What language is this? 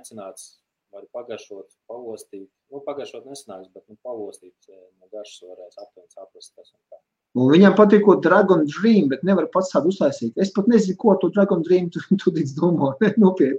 Latvian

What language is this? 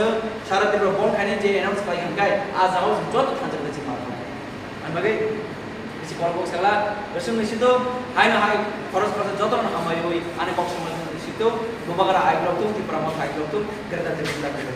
Kok Borok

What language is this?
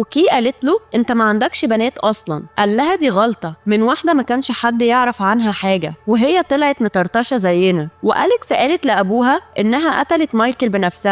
Egyptian Arabic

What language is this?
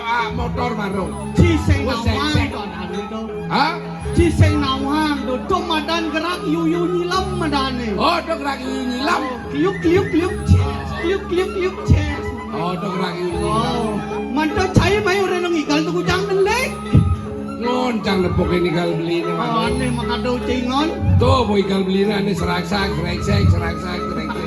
Balinese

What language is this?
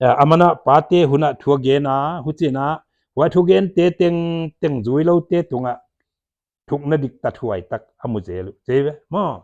Paite Chin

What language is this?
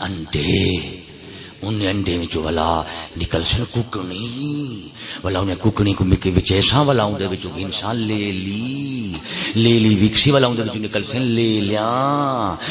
Saraiki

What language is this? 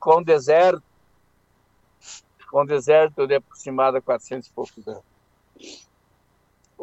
Portuguese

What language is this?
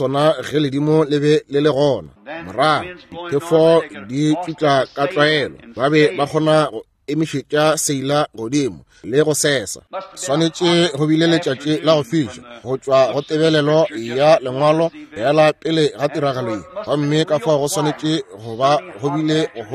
Northern Sotho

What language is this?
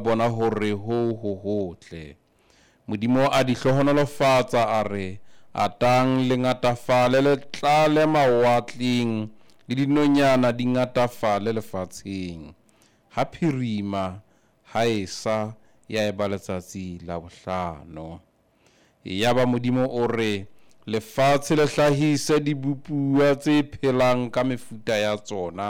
Southern Sotho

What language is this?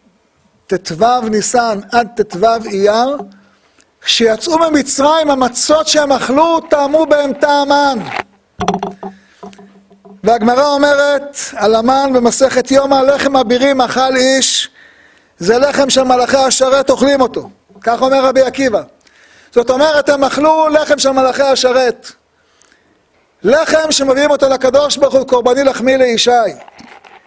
Hebrew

